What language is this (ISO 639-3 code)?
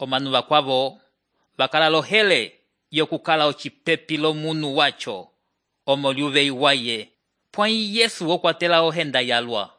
umb